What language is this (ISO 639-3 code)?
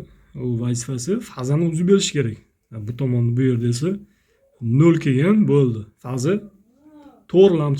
uzb